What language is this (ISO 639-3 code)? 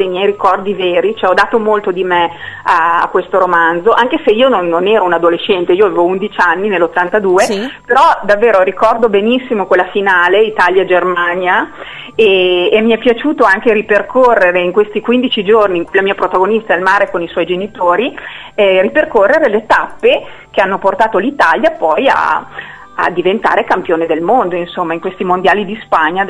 ita